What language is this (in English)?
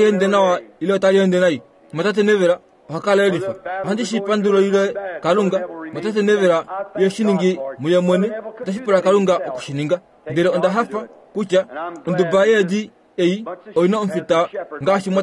Kuanyama